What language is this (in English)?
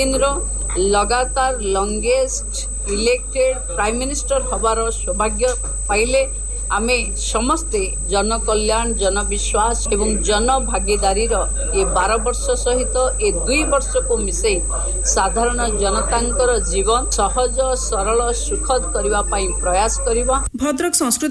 Odia